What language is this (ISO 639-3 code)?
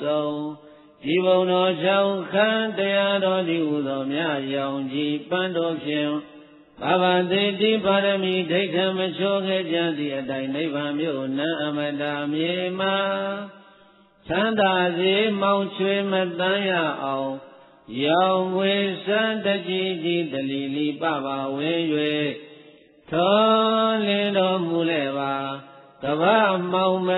mya